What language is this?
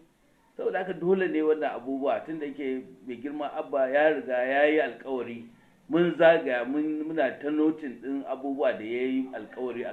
Hausa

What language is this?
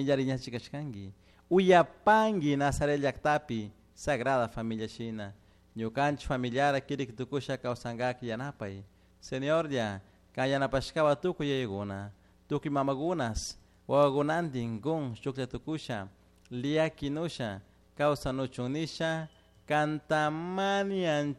Chimborazo Highland Quichua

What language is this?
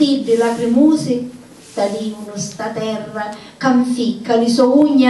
Sicilian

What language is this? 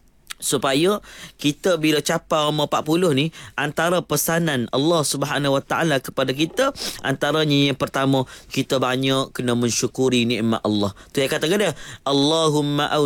Malay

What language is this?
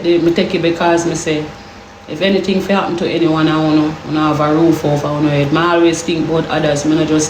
Jamaican Creole English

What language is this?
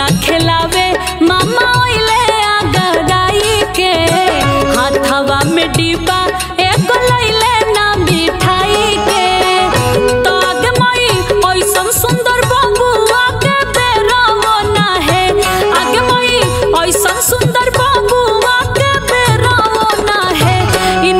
Bhojpuri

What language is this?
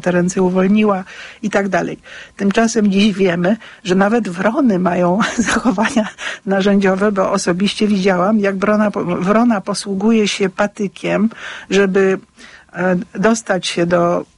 Polish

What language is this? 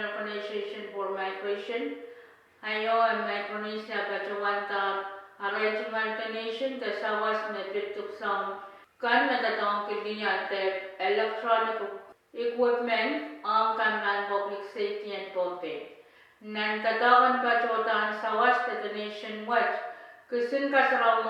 Pohnpeian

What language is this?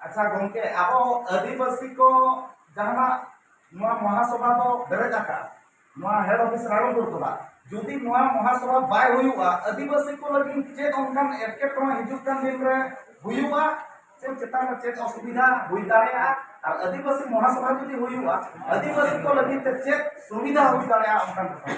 Santali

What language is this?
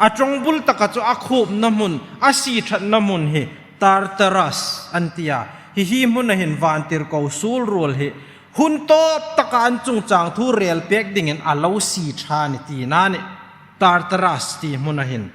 Hmar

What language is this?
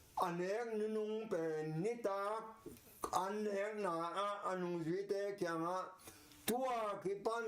Tedim Chin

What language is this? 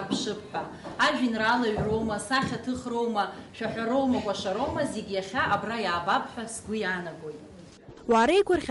Abkhazian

